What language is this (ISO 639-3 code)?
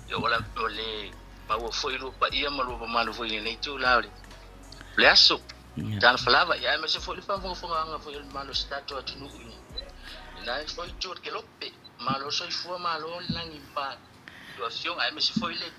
smo